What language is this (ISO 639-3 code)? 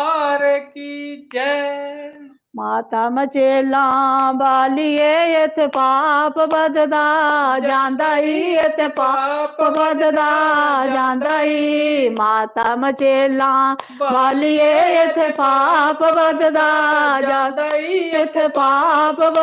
doi